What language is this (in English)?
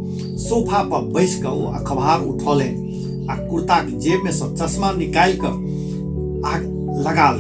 Maithili